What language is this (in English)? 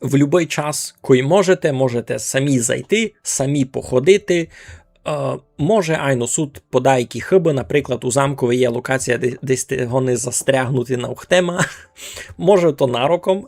Rusyn